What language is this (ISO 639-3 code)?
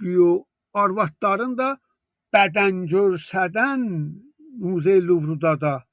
azb